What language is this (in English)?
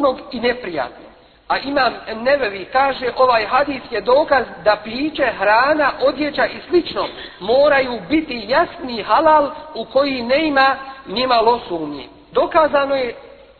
Bosnian